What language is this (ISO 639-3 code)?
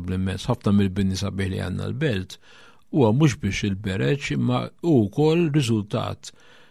mlt